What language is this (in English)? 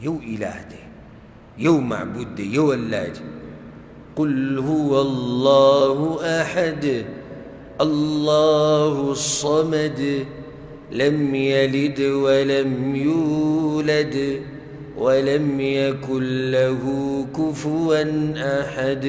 Pashto